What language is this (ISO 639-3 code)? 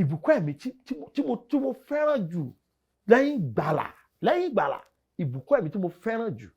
yor